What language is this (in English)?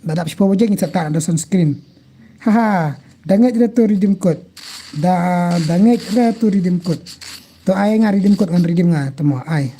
Khasi